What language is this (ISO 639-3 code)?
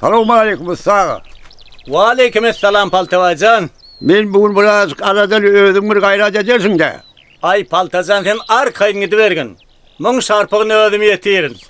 tuk